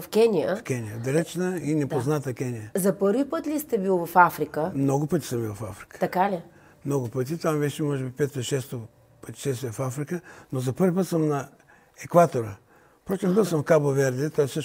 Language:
Bulgarian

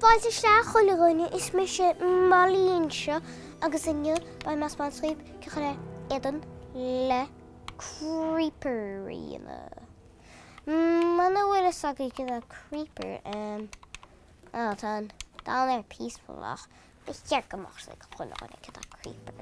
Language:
Irish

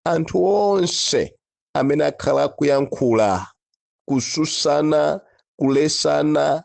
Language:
Nyanja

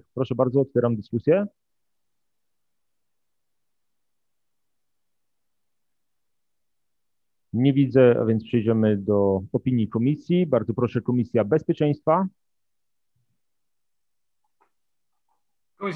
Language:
Polish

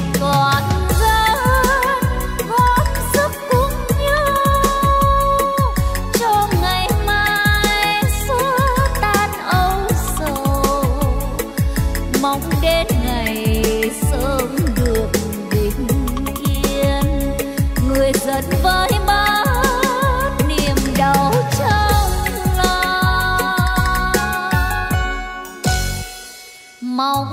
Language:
Vietnamese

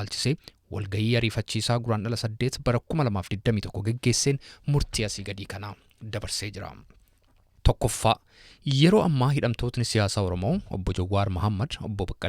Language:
Oromo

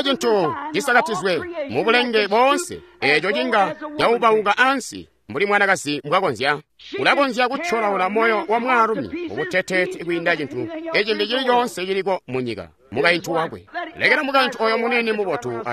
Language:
Tonga (Zambia)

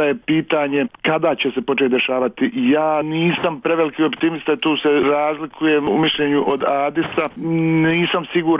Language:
Bosnian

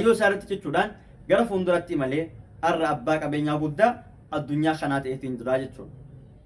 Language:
Oromo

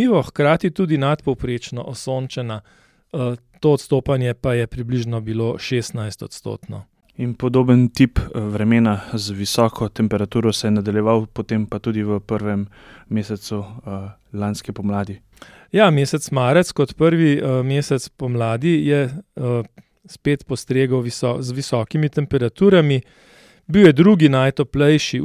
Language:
Slovenian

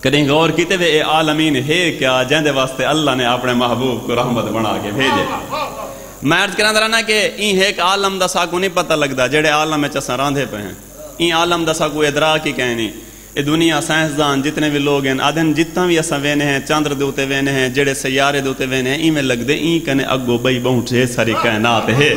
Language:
Saraiki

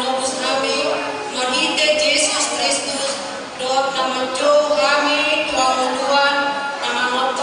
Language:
Batak Toba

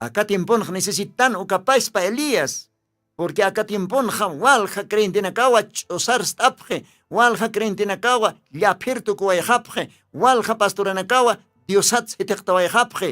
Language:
Aymara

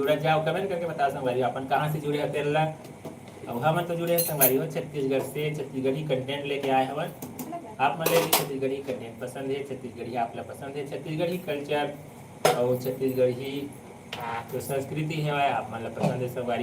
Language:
Chhattisgarhi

